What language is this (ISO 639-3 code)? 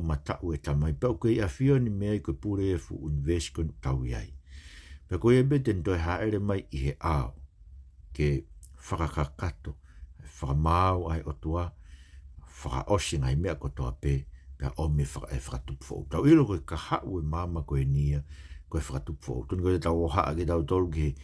ton